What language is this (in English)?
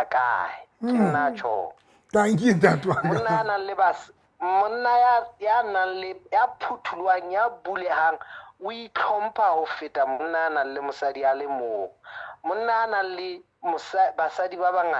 Southern Sotho